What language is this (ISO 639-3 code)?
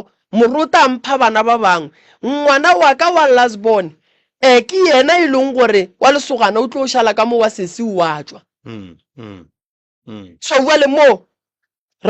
nso